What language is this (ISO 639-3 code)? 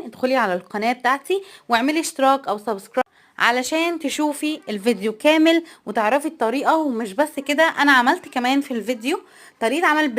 arz